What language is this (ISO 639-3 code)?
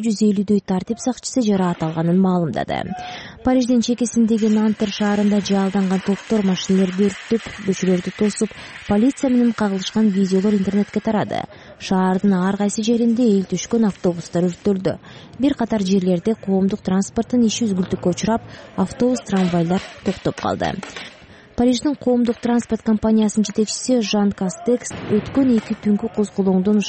kir